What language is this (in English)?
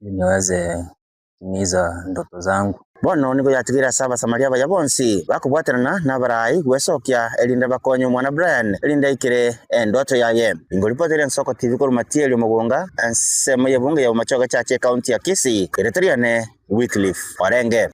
Gusii